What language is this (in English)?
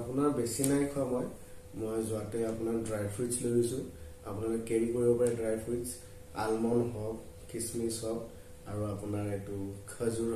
Assamese